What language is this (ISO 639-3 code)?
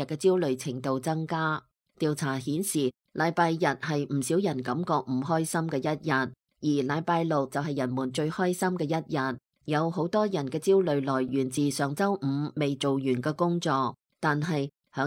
yue